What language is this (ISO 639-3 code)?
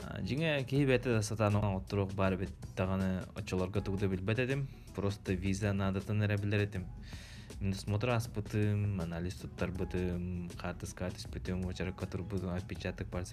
sah